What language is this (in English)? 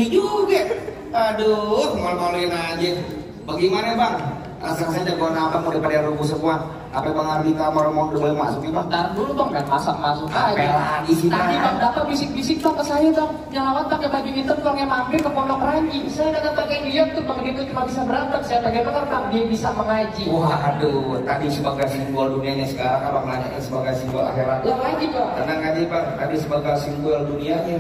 Betawi